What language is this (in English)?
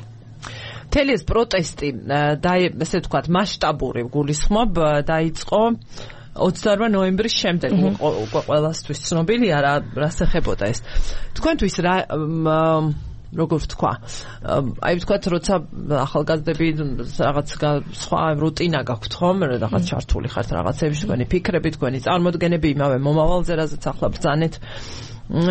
Georgian